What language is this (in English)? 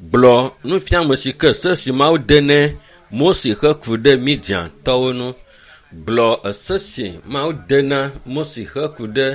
Ewe